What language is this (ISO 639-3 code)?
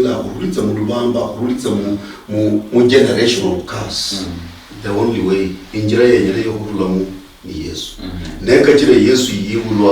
luy